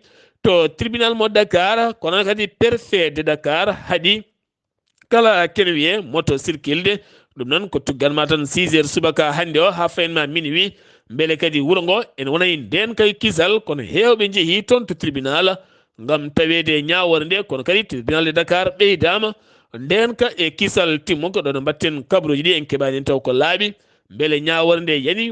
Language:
Fula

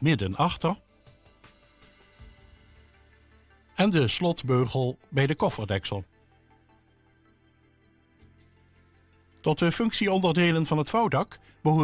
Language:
Dutch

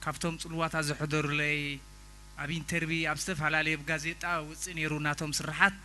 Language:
Tigrinya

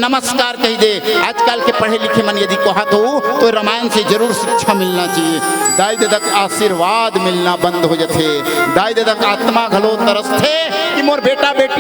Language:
Chhattisgarhi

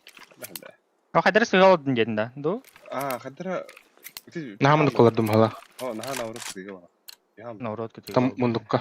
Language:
Yakut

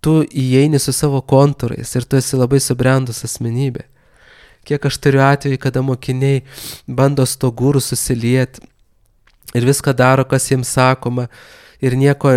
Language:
Lithuanian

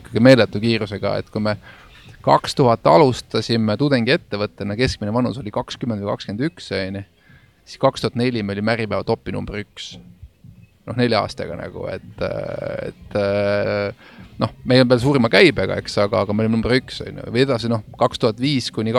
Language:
Estonian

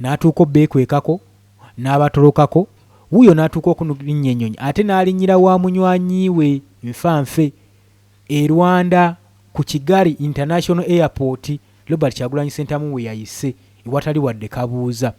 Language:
Ganda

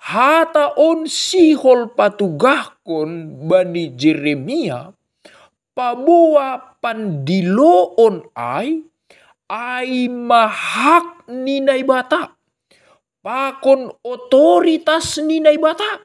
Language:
Batak Simalungun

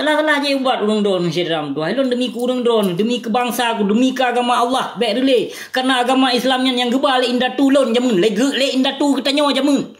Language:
Achinese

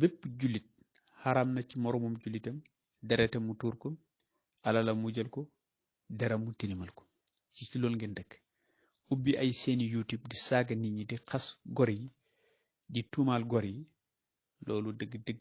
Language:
Wolof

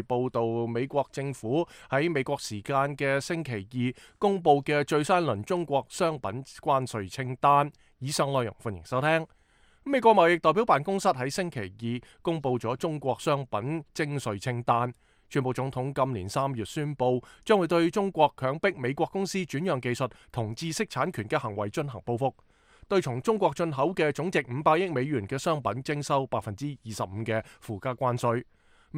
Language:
Cantonese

